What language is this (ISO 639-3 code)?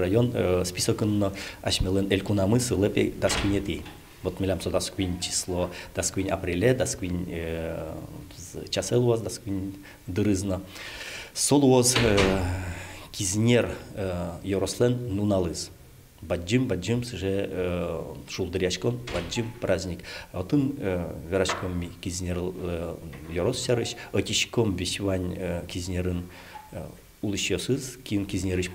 udm